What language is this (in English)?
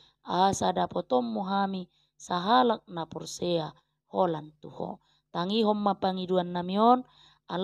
Batak Toba